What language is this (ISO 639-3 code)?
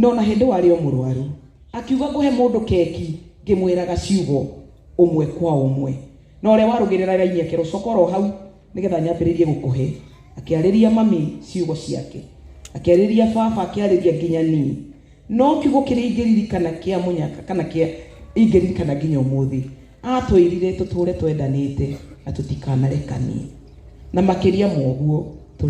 kik